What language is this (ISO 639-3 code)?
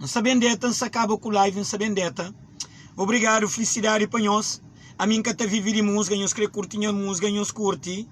kea